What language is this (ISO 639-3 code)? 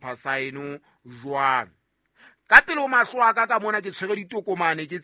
sot